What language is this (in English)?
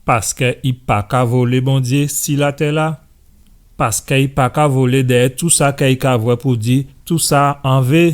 Guadeloupean Creole French